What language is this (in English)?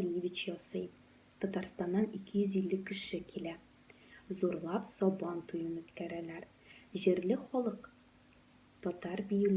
Tatar